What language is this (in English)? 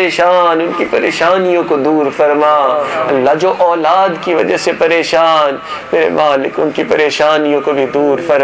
Urdu